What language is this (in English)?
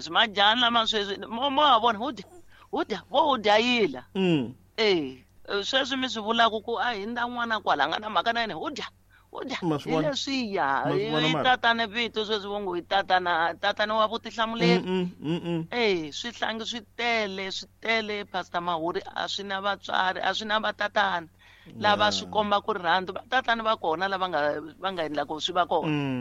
Tsonga